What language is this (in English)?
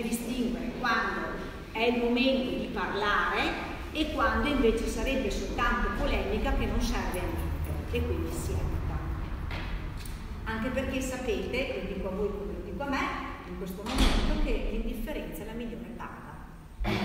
Italian